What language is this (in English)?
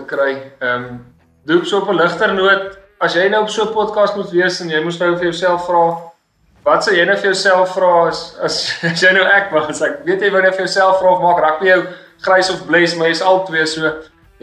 Afrikaans